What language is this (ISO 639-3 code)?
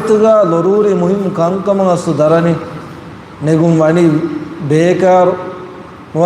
div